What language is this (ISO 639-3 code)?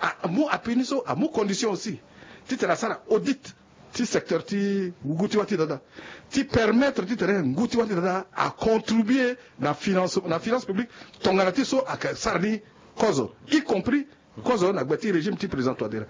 sag